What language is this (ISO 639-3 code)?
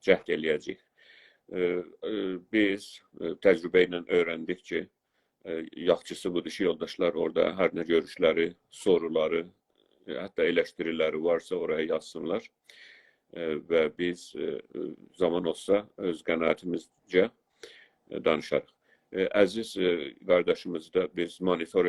azb